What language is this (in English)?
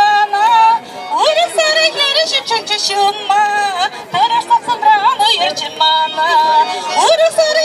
Chuvash